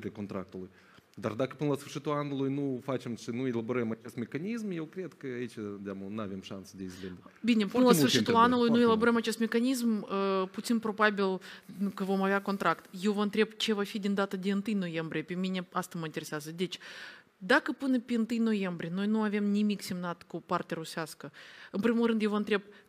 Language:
Romanian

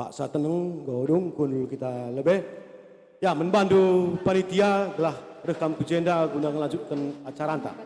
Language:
Batak Karo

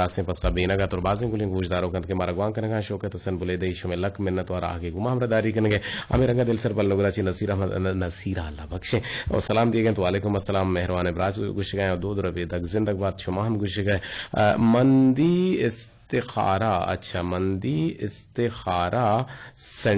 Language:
Eastern Balochi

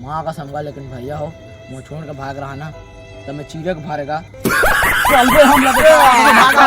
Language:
Chhattisgarhi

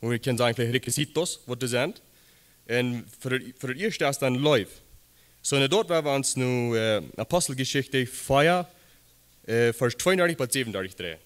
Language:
Plautdietsch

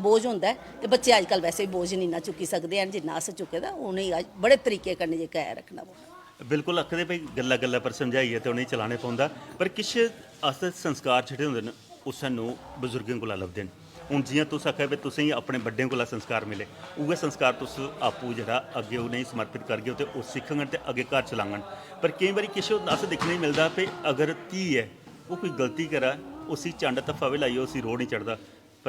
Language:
Dogri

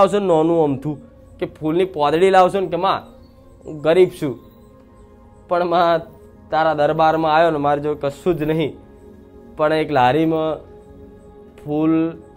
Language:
Gujarati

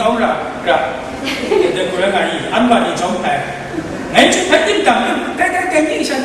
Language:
Kachin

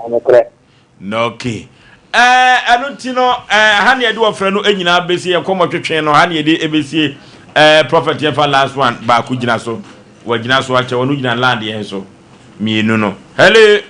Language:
Akan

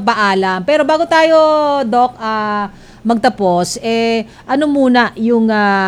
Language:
Filipino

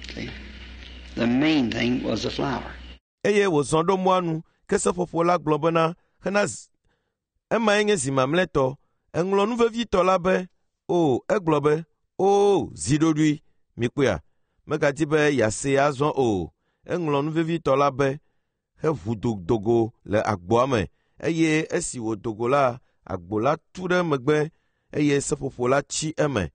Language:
Ewe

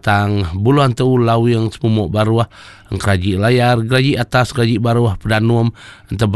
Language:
Iban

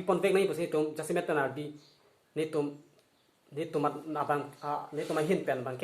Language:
Karbi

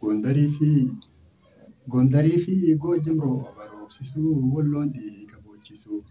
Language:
Oromo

